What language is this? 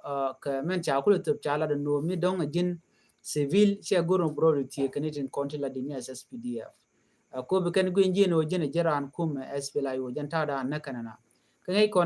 Nuer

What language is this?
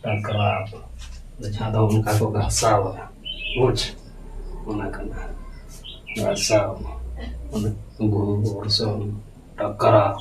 Santali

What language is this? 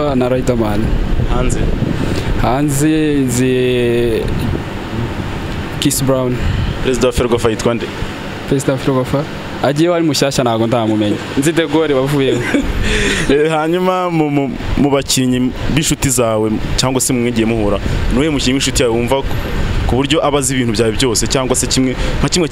Kinyarwanda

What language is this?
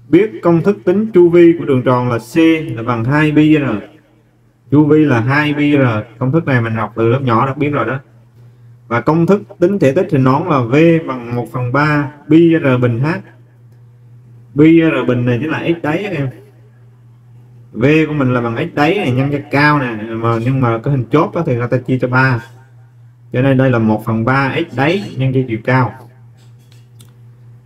Vietnamese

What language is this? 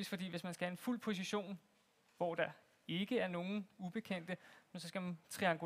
Danish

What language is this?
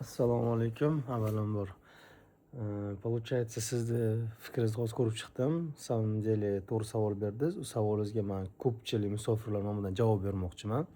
Uzbek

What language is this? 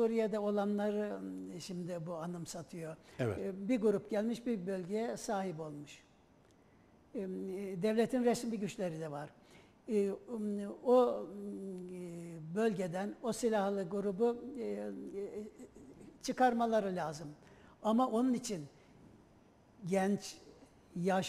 Turkish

